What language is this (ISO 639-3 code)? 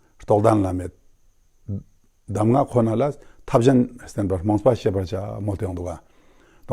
lbj